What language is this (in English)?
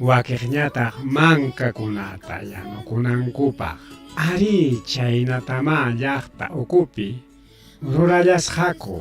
Ayacucho Quechua